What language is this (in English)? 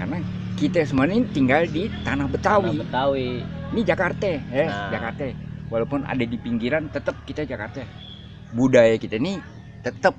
Betawi